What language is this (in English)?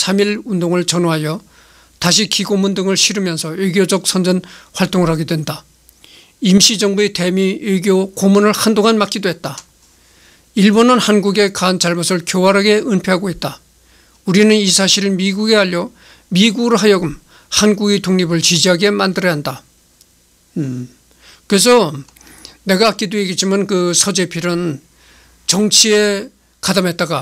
Korean